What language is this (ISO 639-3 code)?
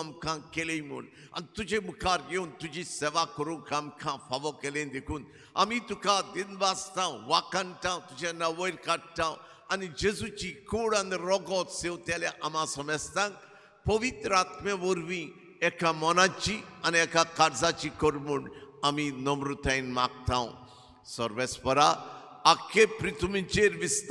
kok